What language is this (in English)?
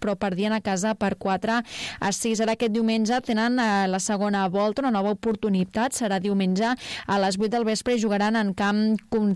Catalan